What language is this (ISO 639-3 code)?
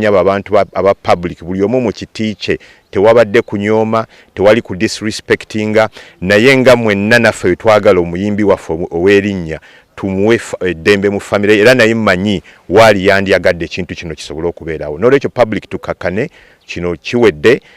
lug